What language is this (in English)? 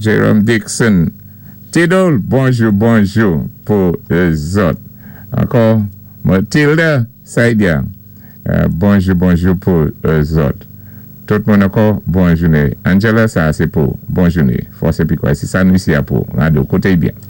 Saint Lucian Creole French